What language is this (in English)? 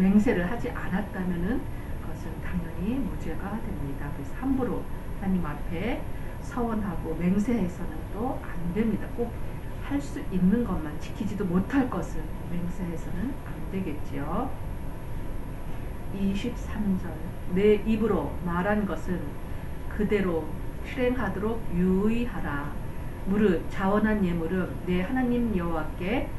Korean